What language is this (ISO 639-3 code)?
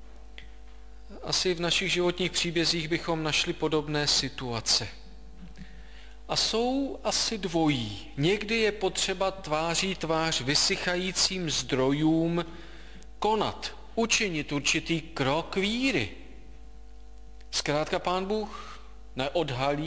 ces